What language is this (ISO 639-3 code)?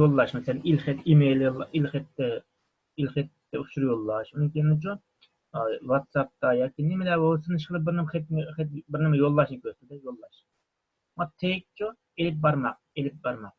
uig